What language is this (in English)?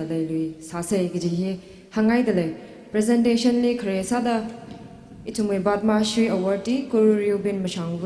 Tangkhul Naga (India)